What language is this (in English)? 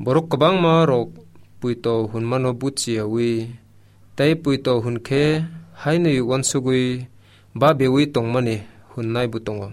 Kok Borok